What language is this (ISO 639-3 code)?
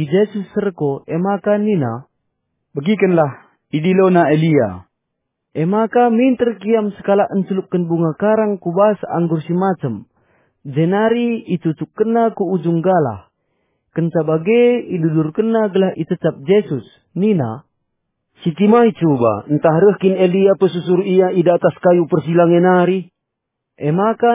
btx